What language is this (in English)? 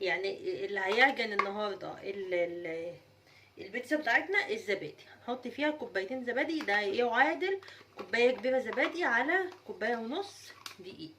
Egyptian Arabic